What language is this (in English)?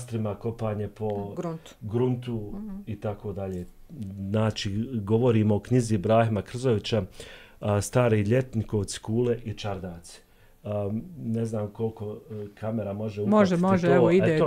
Bosnian